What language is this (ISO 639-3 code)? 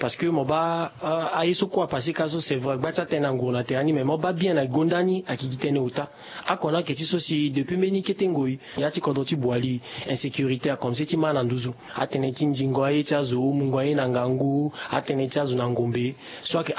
sag